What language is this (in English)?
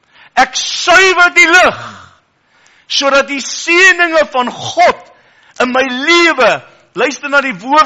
Afrikaans